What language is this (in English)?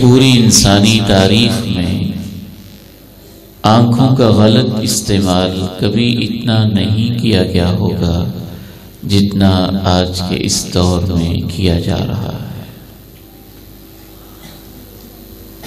Urdu